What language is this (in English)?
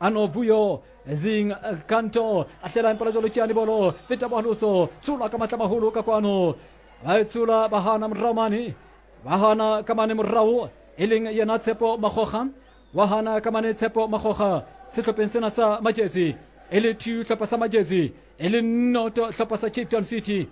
Southern Sotho